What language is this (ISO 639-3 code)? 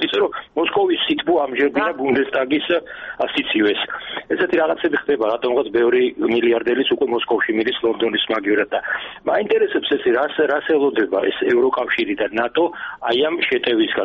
kat